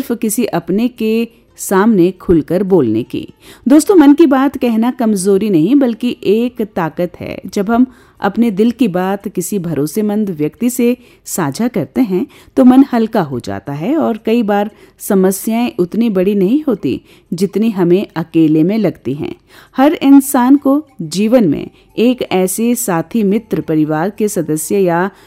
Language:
Hindi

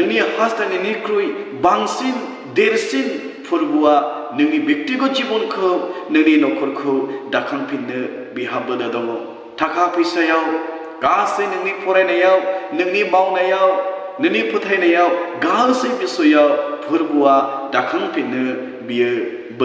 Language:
Bodo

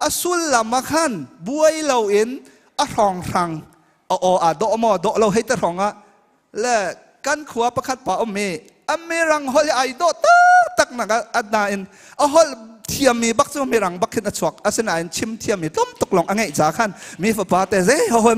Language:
Hakha Chin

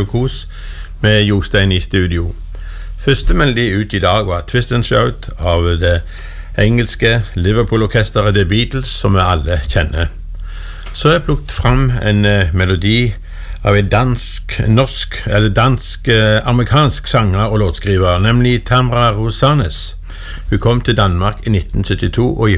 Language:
Norwegian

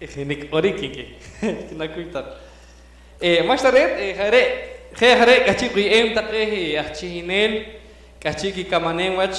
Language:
Poqomchi'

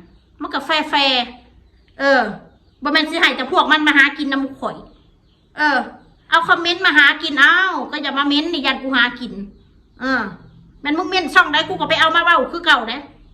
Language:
Northeastern Thai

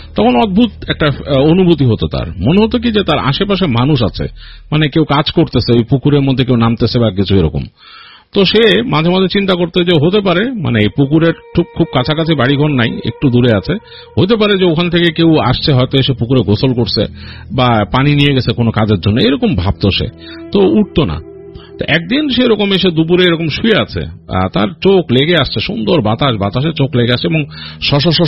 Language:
Bangla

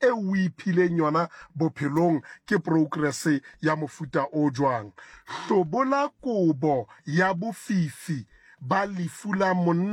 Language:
Southern Sotho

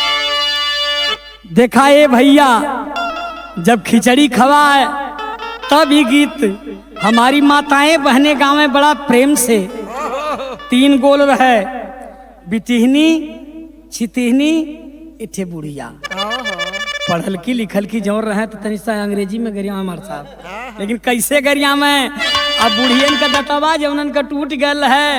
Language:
Bhojpuri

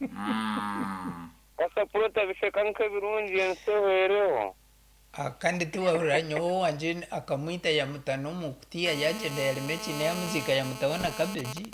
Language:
Nyankole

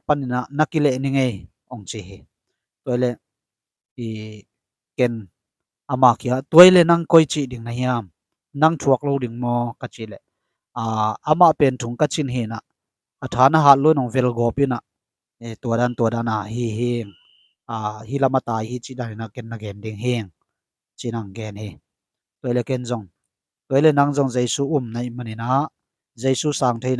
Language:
Tedim Chin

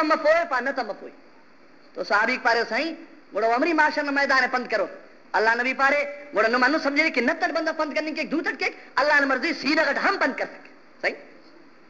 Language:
Brahui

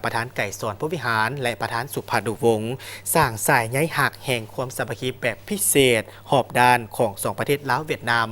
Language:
Lao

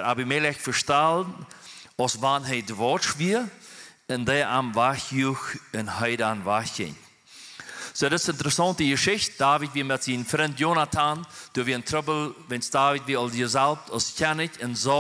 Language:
Plautdietsch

